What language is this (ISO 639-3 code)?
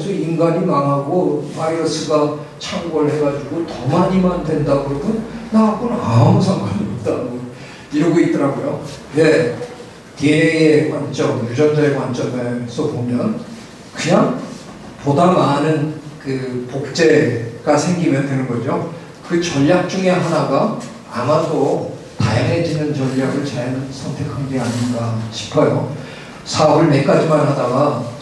kor